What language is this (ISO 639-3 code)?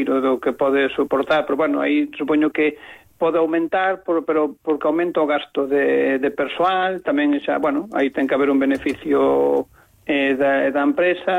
glg